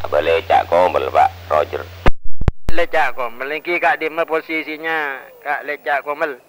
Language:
Madurese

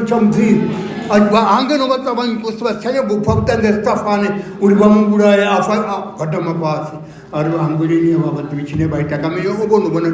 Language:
Venda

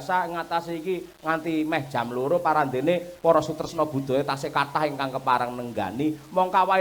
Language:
Javanese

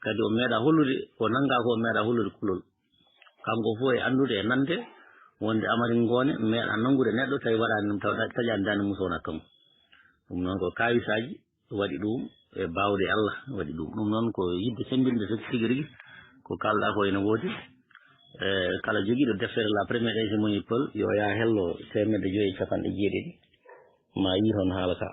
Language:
Fula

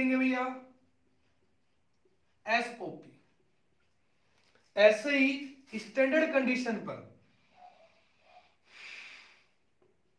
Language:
Hindi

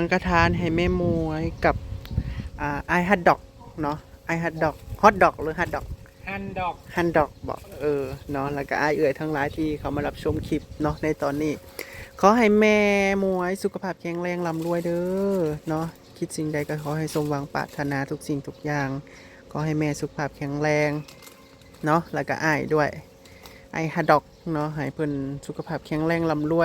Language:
Northeastern Thai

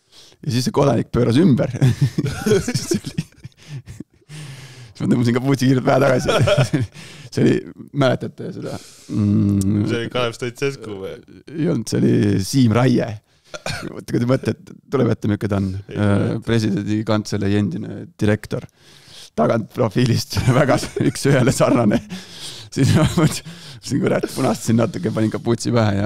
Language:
Estonian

